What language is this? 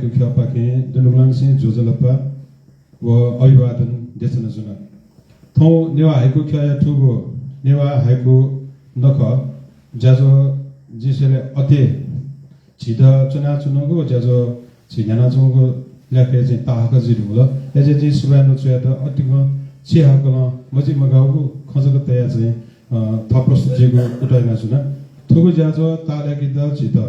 Newari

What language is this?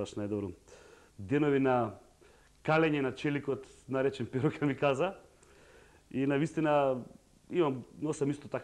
Macedonian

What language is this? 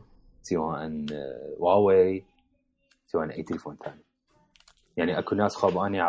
Mesopotamian Arabic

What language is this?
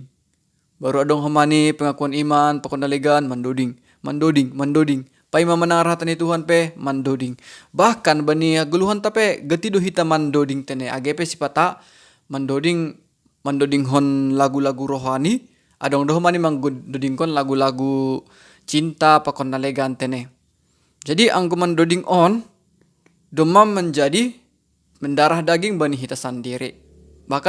Batak Simalungun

